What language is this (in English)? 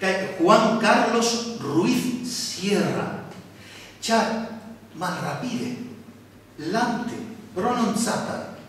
Esperanto